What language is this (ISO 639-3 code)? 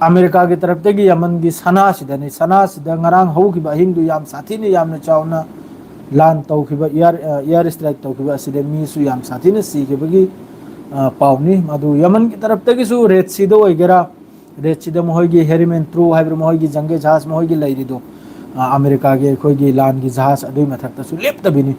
mni